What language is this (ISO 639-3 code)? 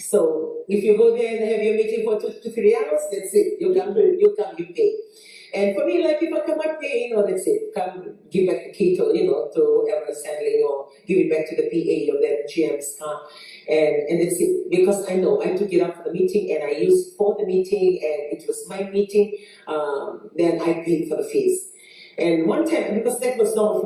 fij